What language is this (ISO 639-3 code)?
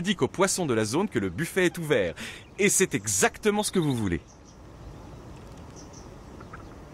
fra